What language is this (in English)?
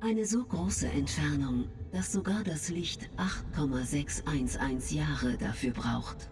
Bavarian